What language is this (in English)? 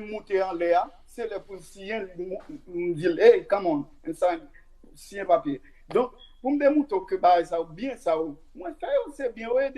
Haitian Creole